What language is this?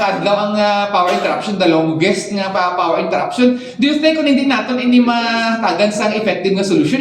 Hiligaynon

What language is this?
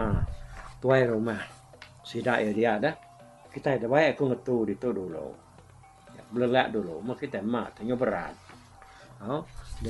Iban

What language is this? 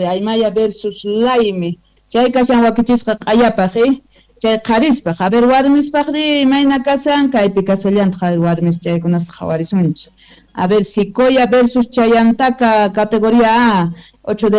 South Bolivian Quechua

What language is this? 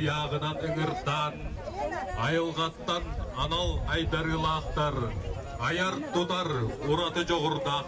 Yakut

